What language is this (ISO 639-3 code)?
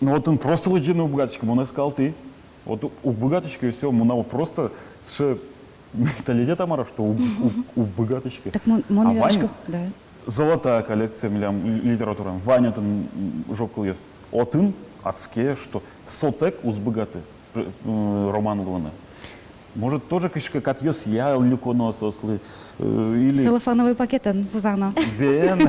udm